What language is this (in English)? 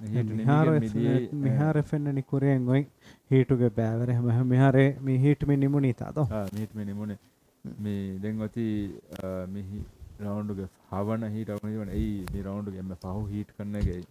Divehi